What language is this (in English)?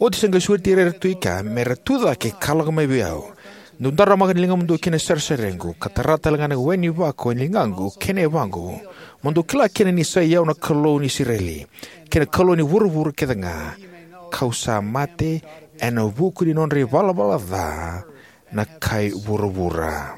Fijian